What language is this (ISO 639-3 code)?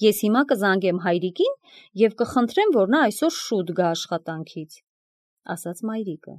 hye